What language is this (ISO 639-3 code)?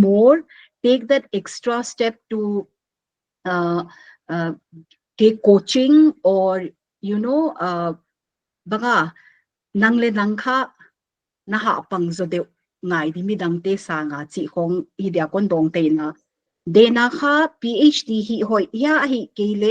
pck